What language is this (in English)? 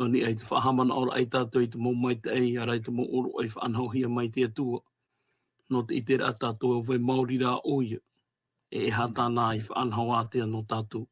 Tahitian